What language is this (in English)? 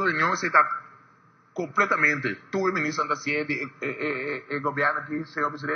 Papiamento